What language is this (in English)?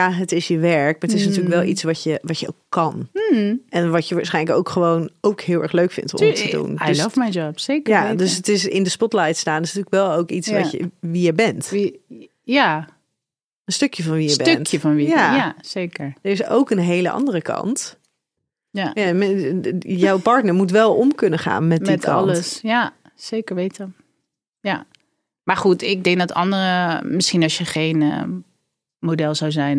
Dutch